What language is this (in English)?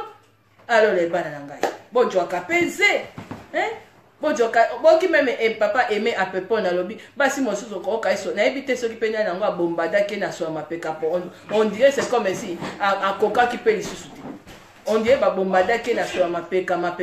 Lingala